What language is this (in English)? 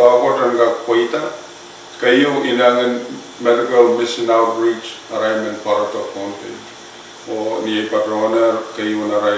Pohnpeian